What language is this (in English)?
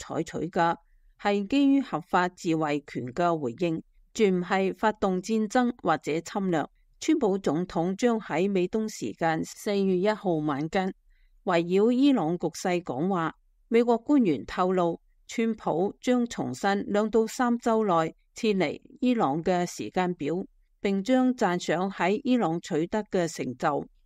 Cantonese